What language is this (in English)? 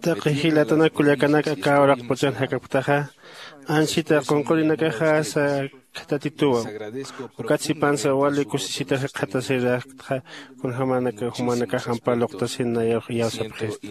Aymara